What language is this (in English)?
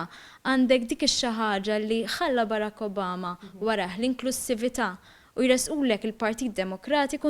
Maltese